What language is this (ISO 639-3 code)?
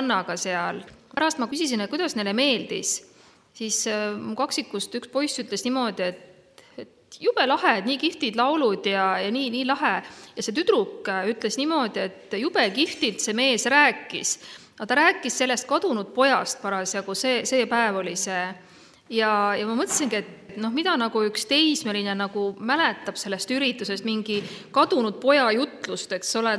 est